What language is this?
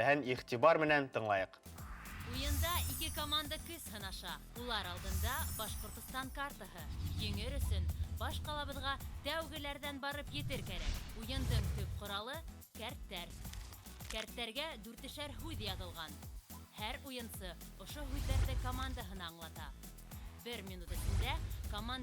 Bashkir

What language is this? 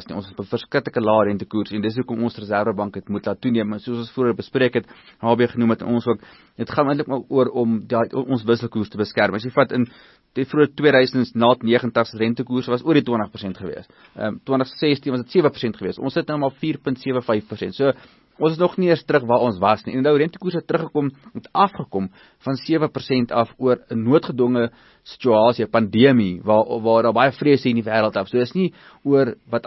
Afrikaans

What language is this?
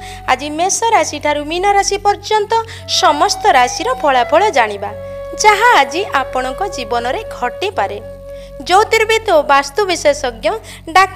Odia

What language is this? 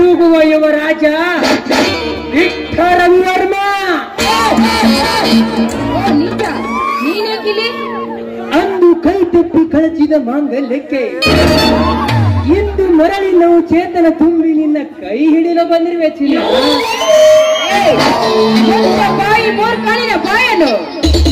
Kannada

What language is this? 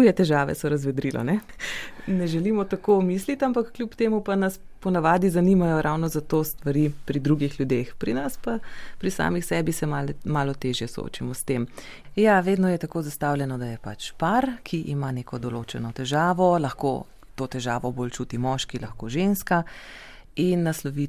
Slovenian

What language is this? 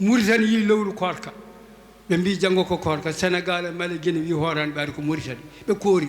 Fula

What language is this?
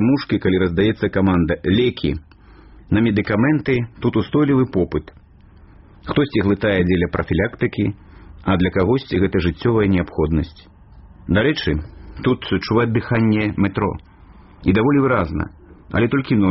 Belarusian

